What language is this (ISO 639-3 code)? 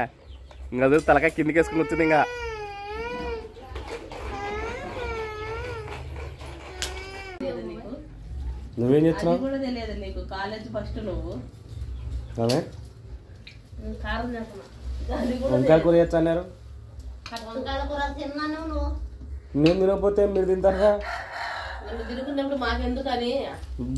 tel